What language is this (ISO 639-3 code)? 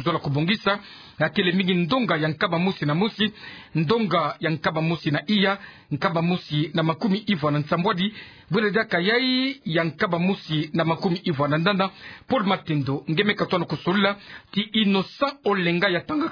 ktu